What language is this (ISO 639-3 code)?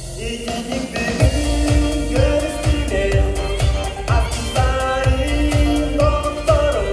sah